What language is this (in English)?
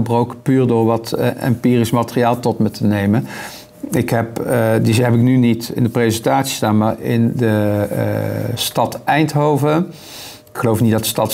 Dutch